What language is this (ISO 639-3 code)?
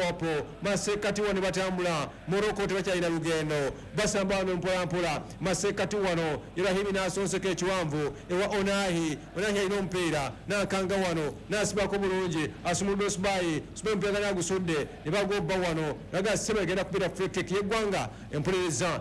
lug